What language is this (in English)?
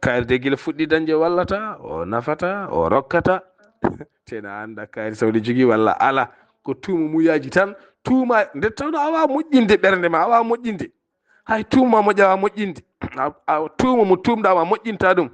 Fula